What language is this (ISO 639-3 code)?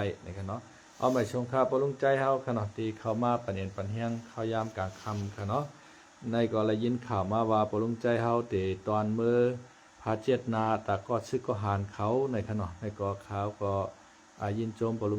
shn